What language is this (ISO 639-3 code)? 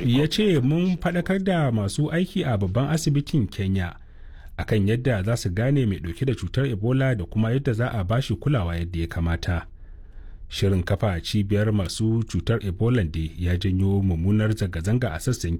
hau